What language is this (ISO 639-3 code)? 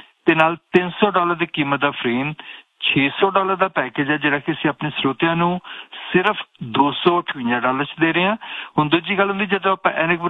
pan